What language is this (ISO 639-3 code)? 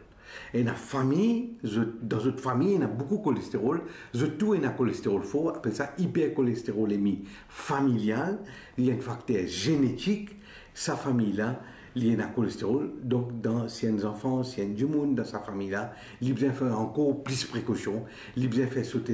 mfe